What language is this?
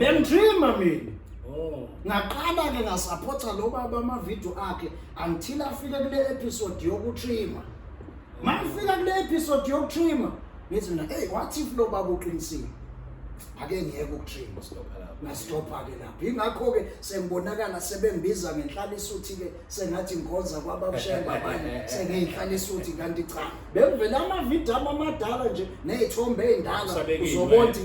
Zulu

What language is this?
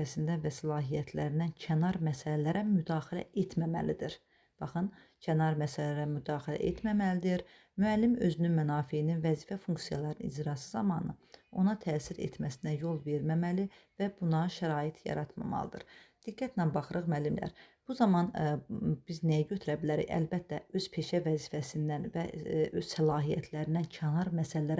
Azerbaijani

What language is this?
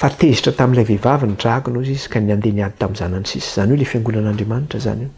Malagasy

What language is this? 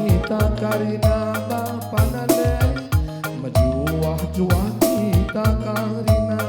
Batak Karo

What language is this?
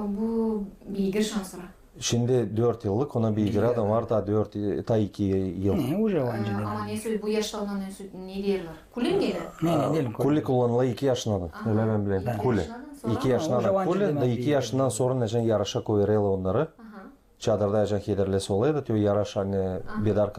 Gagauz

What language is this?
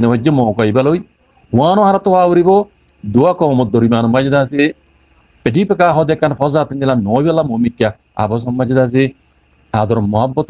Rohingya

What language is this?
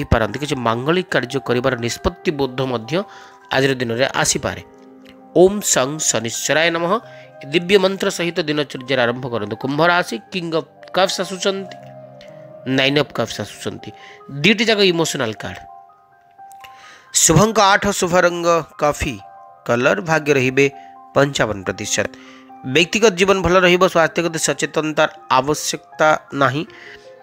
Odia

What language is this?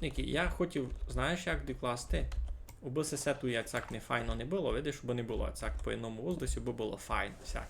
Rusyn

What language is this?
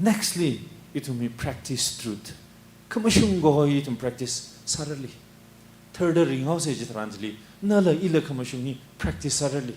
Tangkhul Naga (India)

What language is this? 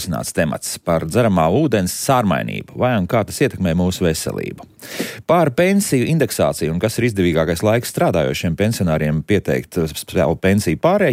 Latvian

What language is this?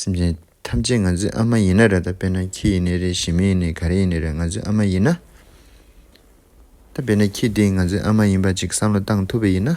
Tibetan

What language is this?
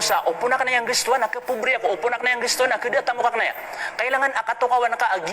Maranao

